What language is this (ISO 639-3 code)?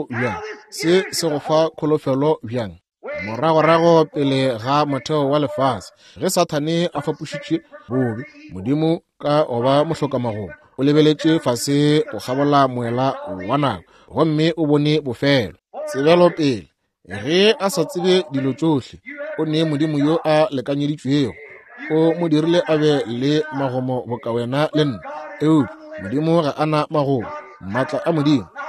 nso